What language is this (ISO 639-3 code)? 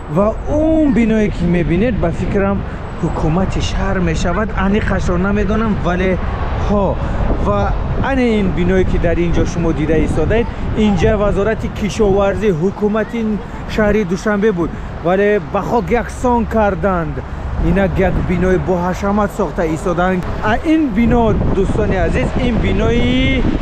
tgk